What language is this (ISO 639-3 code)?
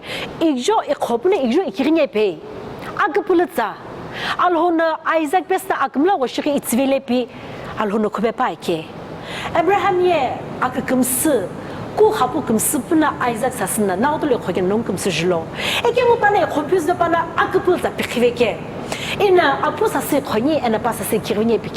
nsm